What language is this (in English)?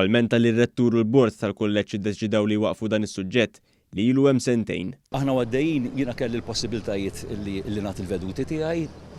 Maltese